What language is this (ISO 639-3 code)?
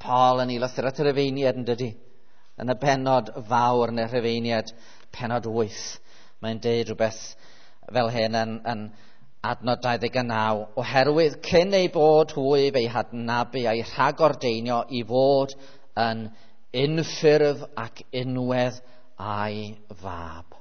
cym